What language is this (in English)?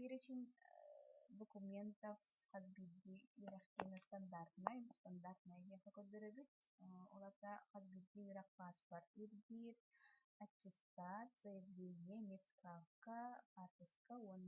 Yakut